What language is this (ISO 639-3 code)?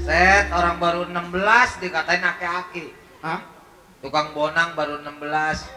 bew